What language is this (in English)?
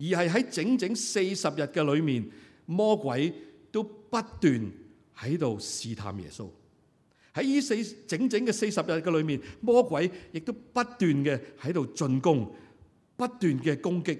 Cantonese